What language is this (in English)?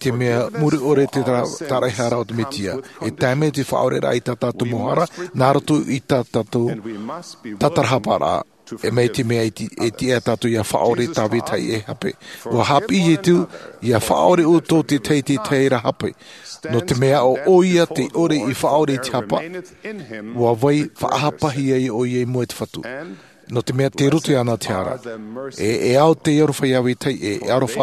Tahitian